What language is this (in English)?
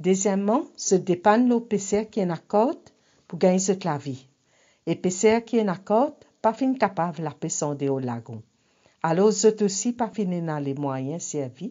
Morisyen